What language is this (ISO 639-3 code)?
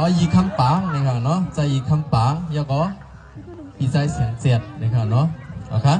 shn